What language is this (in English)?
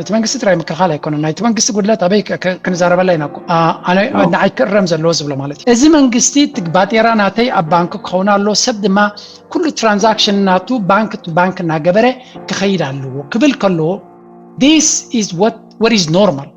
Tigrinya